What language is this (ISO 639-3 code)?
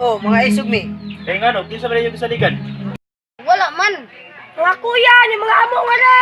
ceb